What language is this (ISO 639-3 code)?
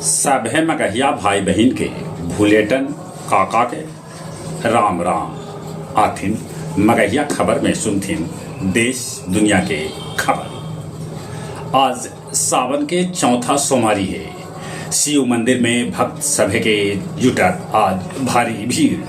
mag